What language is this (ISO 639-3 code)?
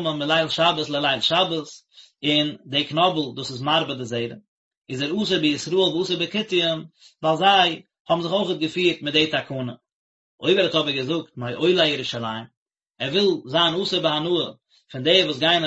yid